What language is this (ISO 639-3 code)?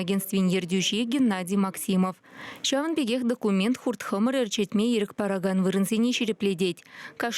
chv